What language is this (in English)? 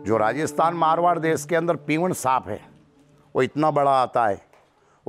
Gujarati